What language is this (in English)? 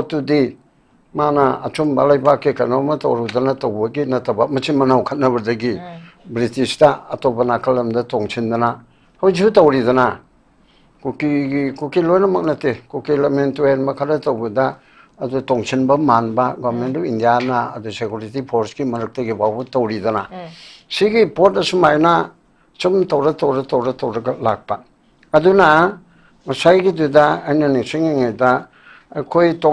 Manipuri